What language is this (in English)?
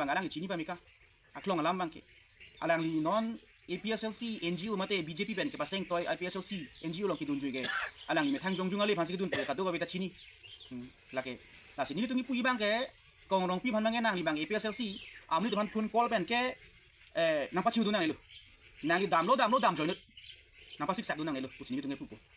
Karbi